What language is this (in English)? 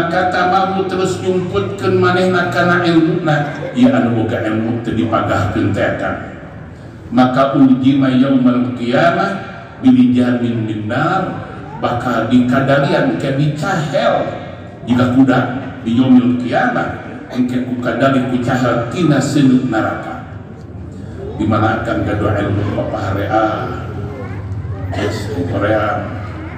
Sundanese